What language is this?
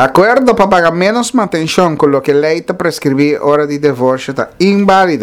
Papiamento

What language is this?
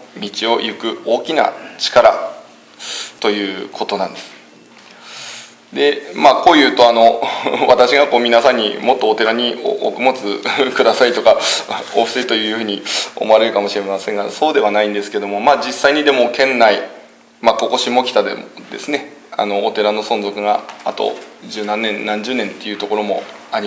Japanese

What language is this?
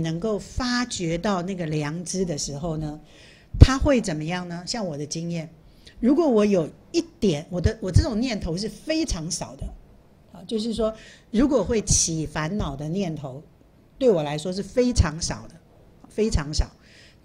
Chinese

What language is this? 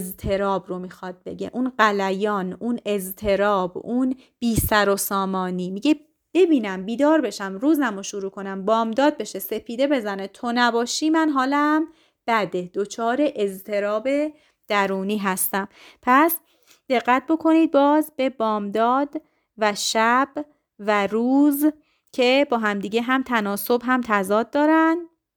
Persian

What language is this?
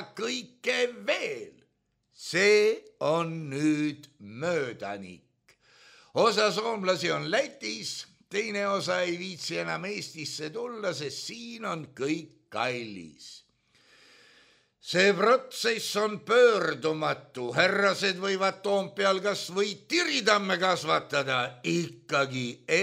Estonian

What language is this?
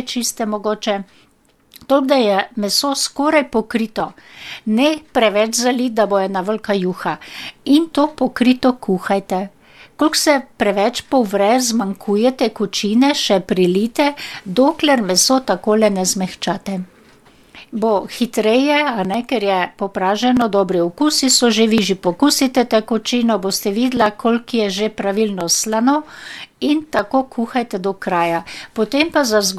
Slovenian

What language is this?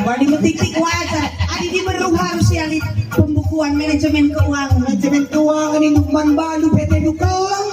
Batak Karo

